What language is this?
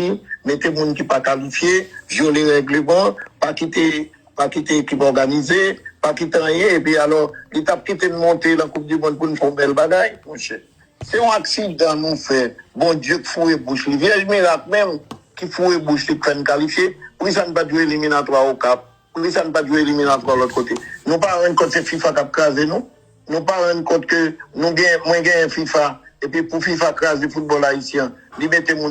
Haitian Creole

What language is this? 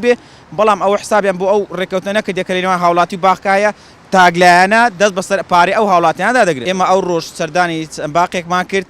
Central Kurdish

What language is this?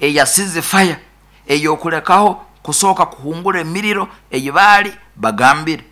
Nyoro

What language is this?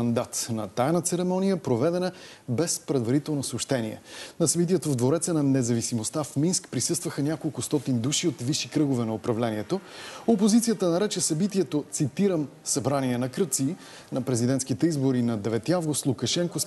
Bulgarian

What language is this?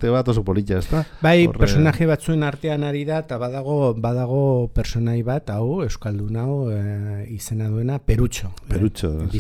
Basque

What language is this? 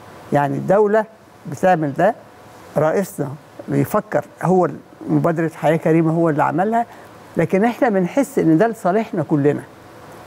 Egyptian Arabic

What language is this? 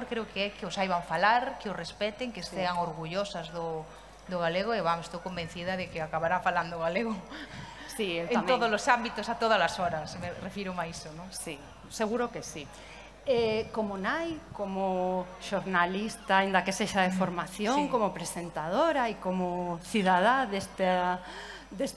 Galician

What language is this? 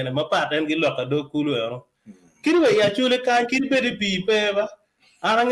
Acoli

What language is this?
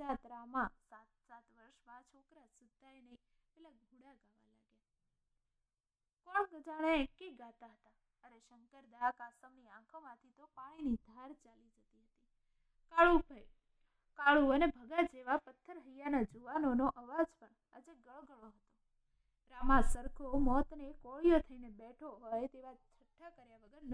Gujarati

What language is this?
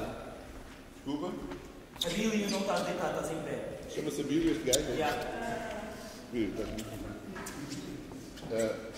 Portuguese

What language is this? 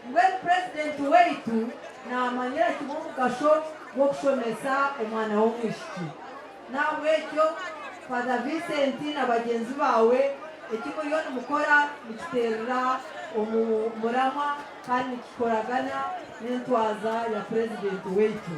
Nyankole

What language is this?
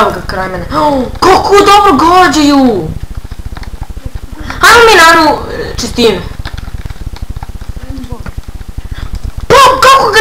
Bosnian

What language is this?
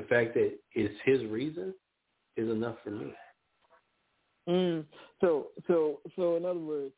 English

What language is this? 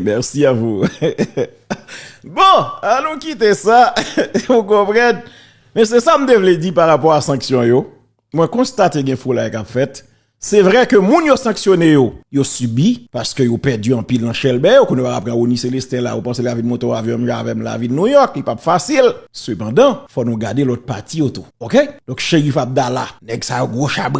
Haitian Creole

